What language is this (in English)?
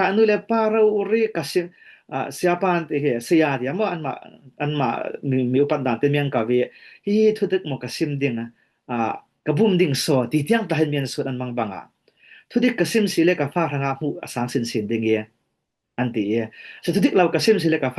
Falam Chin